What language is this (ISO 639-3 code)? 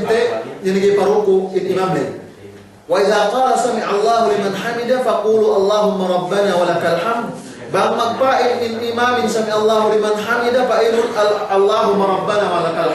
yka